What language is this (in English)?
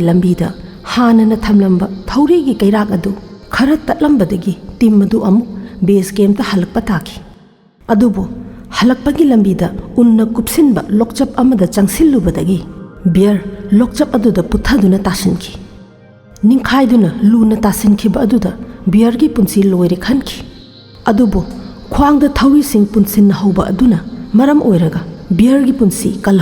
Manipuri